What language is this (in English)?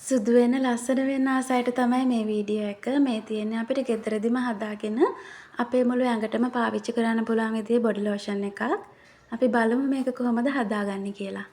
Sinhala